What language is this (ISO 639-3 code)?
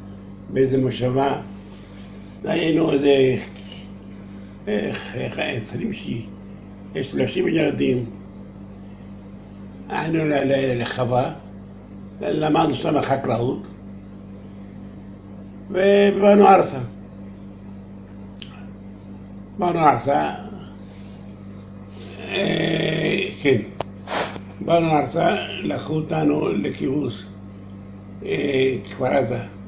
heb